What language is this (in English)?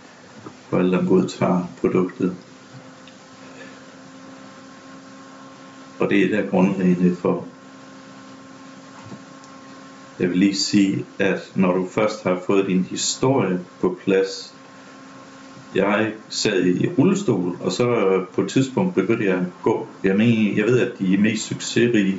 Danish